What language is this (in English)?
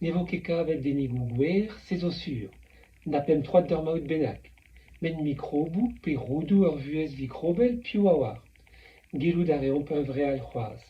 Breton